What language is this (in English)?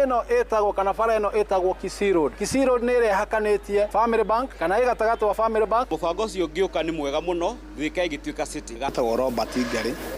Kikuyu